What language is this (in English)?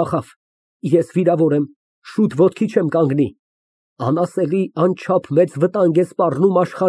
Armenian